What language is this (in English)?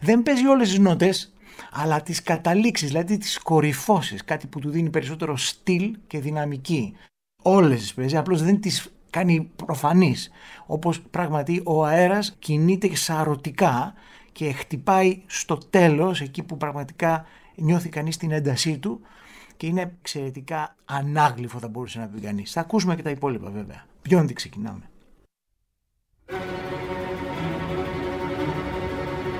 Greek